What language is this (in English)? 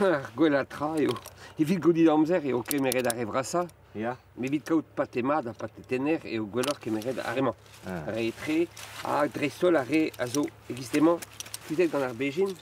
Breton